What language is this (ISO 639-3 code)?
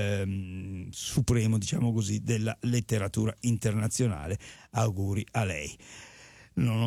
ita